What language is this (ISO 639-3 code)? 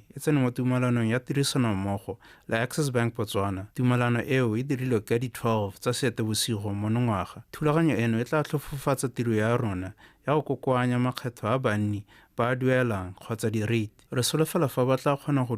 tsn